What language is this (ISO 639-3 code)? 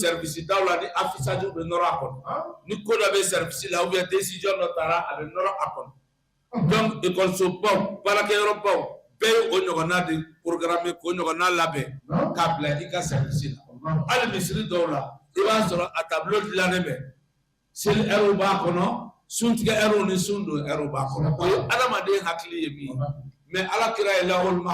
bam